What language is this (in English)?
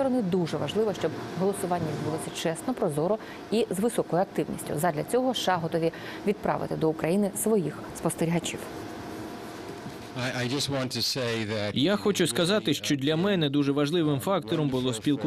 Ukrainian